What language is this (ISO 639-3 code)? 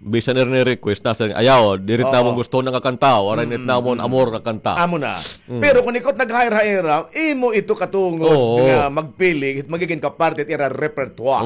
war